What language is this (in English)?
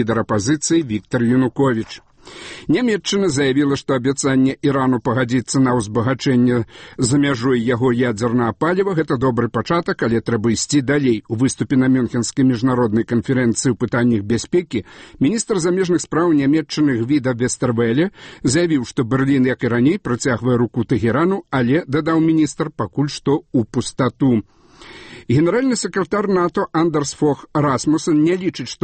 Belarusian